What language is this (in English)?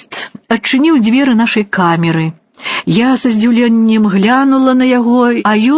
Belarusian